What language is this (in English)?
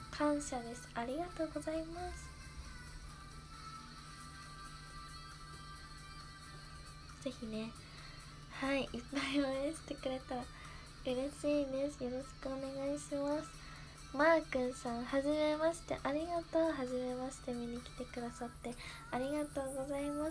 Japanese